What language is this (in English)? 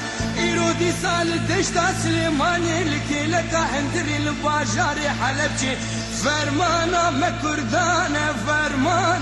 Kurdish